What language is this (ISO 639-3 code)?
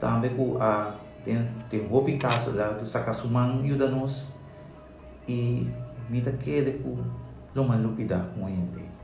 pap